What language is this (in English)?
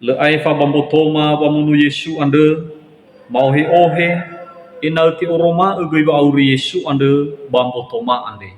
Nias